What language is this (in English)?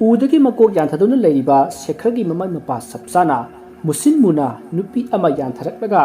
Manipuri